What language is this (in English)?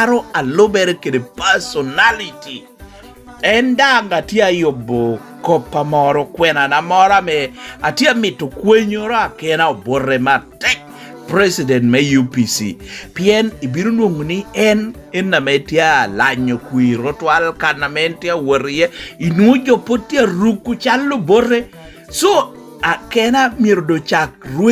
Lango (Uganda)